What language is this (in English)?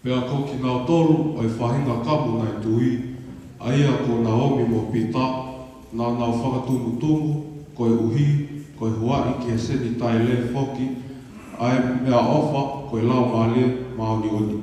Tongan